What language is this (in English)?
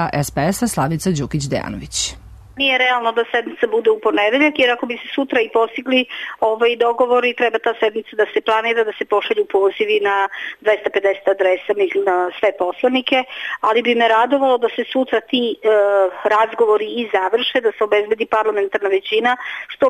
Serbian